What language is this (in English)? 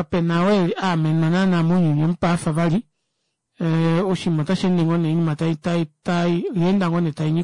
Kuanyama